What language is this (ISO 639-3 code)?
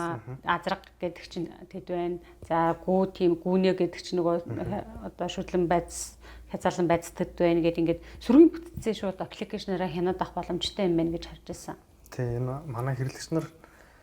mon